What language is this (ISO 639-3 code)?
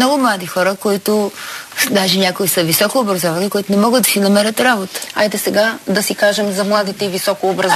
bul